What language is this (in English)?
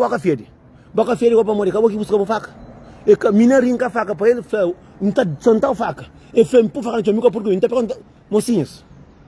Kabuverdianu